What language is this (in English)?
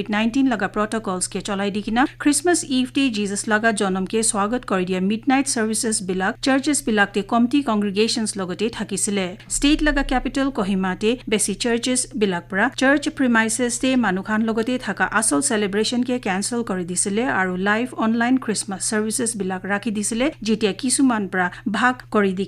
Naga Pidgin